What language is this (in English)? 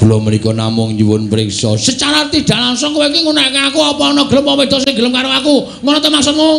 Javanese